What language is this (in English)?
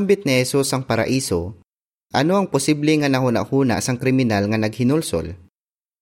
Hiligaynon